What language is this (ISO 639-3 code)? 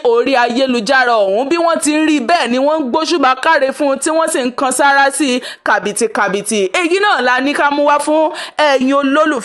yor